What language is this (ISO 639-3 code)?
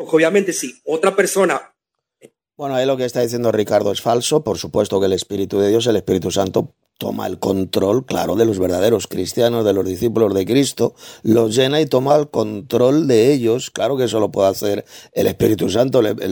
spa